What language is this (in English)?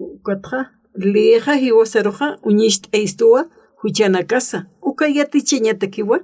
Aymara